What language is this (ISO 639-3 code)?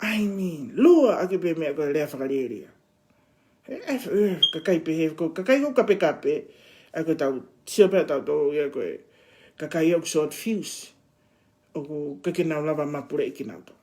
ton